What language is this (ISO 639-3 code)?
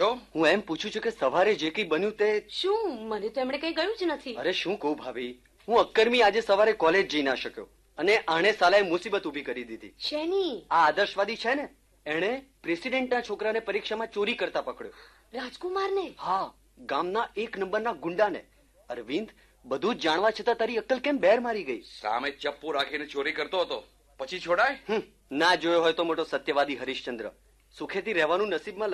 guj